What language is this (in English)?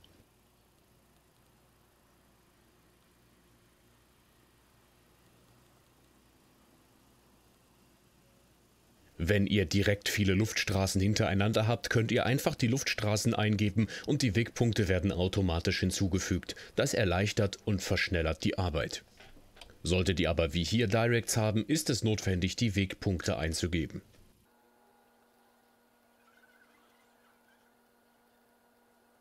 German